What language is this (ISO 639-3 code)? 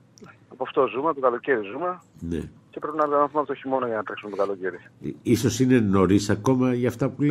ell